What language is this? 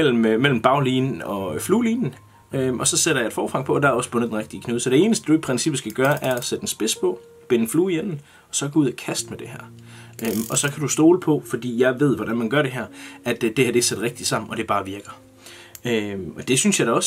Danish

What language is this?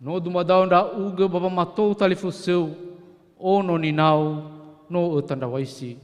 Nias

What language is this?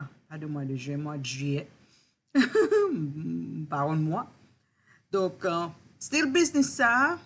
Haitian Creole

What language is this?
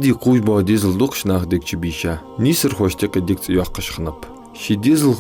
Ingush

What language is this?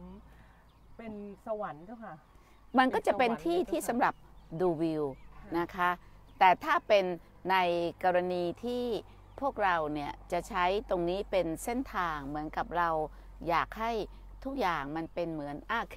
Thai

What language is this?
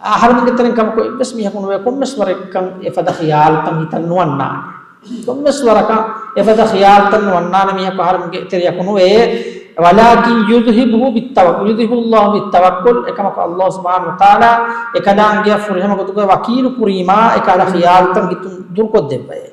Divehi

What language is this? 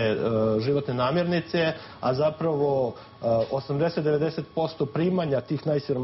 Serbian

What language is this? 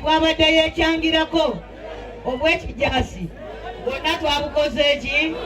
Ganda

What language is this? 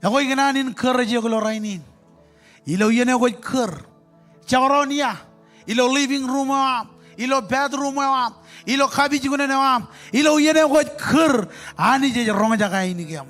Marshallese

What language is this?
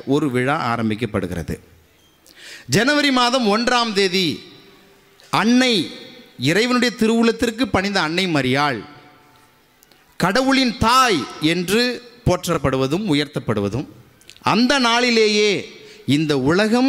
Tamil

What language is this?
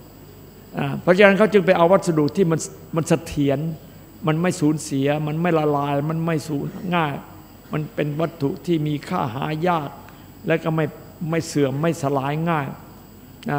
Thai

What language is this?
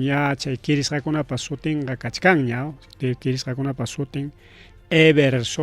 Ayacucho Quechua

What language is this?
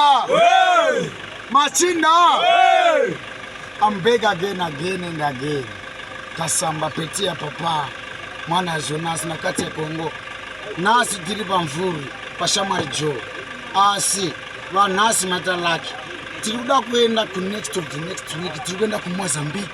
Shona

